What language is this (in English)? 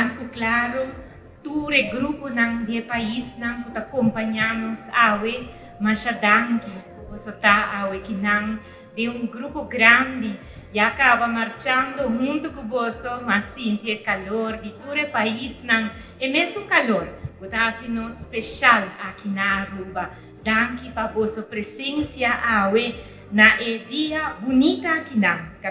Papiamento